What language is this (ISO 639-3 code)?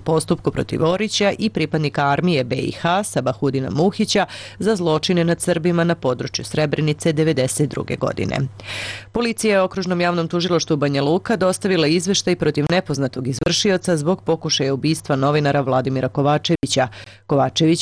srp